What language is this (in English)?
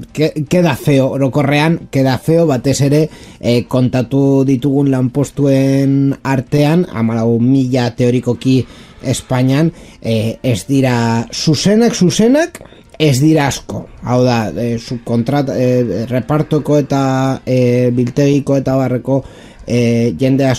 Basque